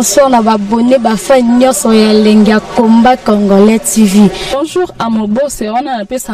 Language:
Lingala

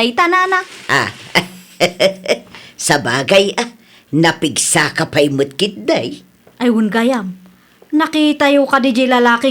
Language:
Iloko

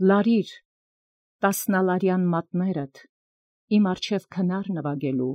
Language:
Armenian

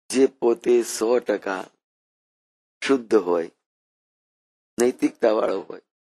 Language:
Gujarati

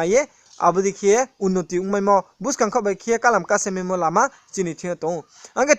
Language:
Riang (India)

